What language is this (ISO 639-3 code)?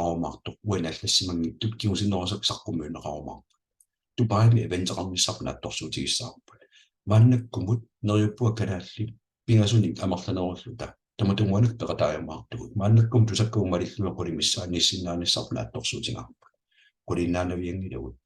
kal